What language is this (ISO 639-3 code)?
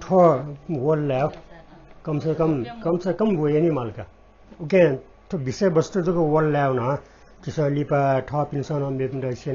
new